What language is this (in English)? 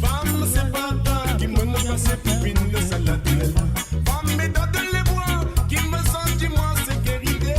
Morisyen